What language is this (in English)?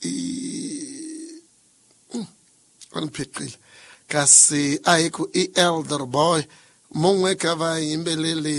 Tsonga